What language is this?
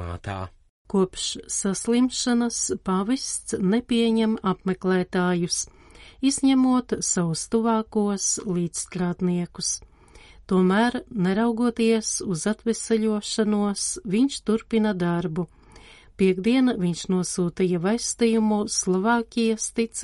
Latvian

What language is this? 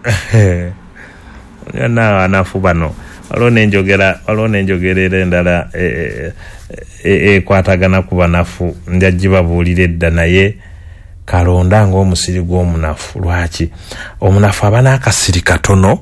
Ganda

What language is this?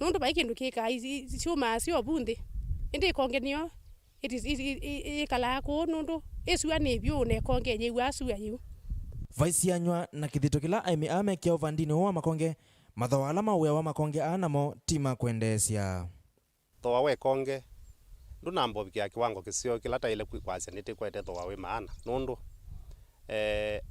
Kamba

